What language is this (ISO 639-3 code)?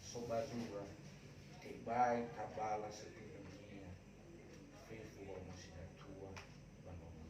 nia